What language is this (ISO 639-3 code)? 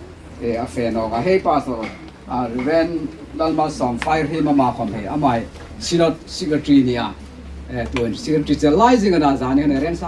hmr